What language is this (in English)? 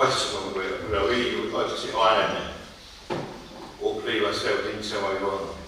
Faroese